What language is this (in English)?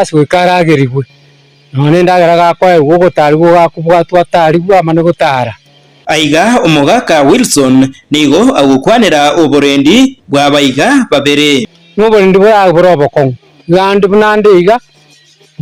Gusii